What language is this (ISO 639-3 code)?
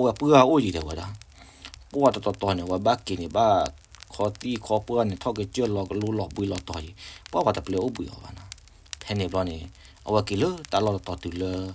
ksw